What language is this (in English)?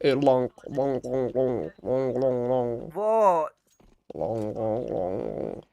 South Azerbaijani